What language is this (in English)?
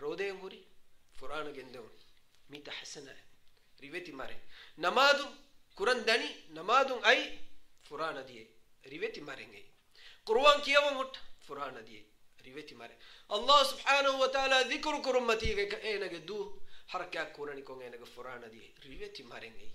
Divehi